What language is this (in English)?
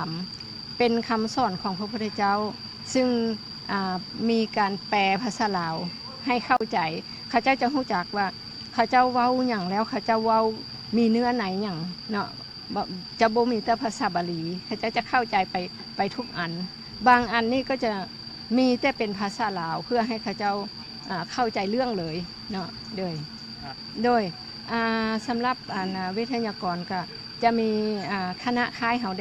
Lao